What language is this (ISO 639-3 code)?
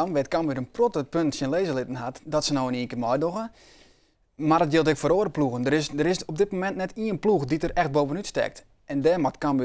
fry